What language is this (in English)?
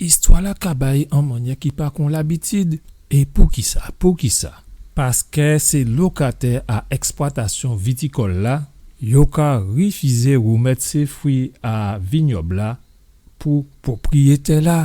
Guadeloupean Creole French